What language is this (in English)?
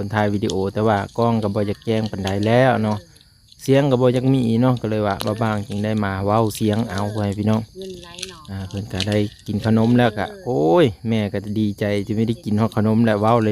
Lao